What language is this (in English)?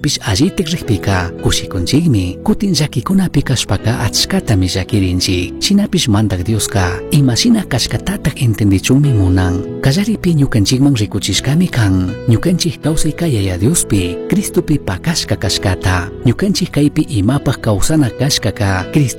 Chimborazo Highland Quichua